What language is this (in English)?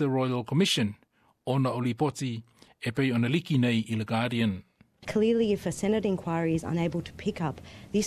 Samoan